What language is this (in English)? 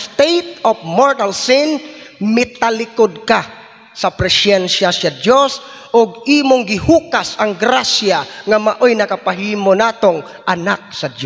Cebuano